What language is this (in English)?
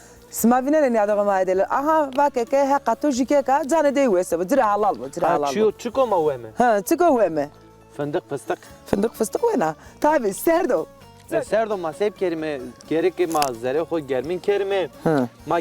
Zaza